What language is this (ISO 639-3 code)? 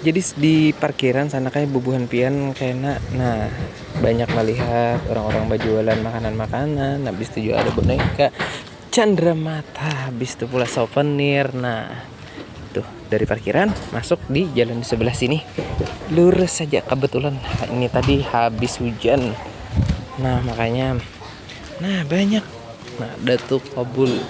bjn